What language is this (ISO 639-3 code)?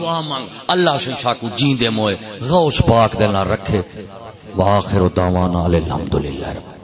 skr